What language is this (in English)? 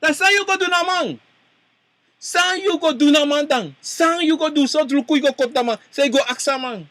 Sranan Tongo